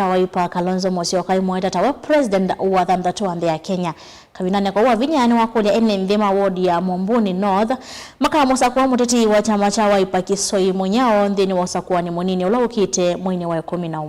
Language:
Kamba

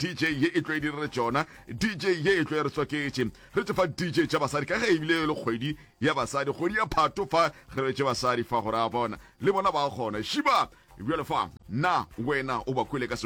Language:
Northern Sotho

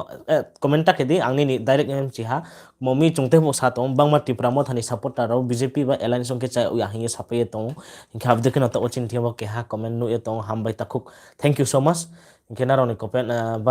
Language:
Riang (India)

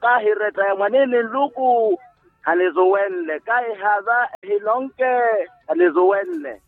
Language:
Makhuwa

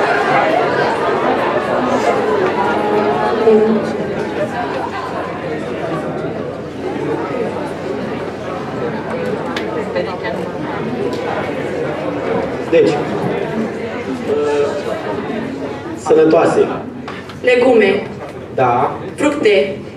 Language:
Romanian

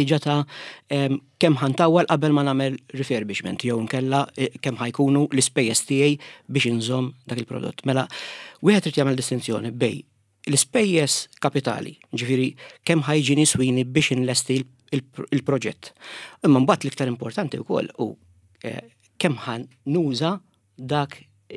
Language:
Maltese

